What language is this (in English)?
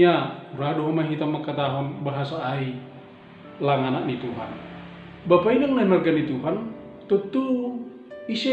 Batak Simalungun